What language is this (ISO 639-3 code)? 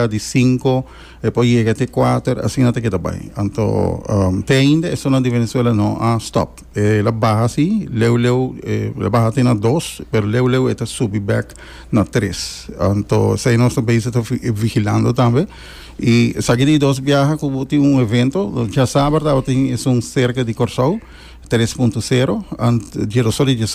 pap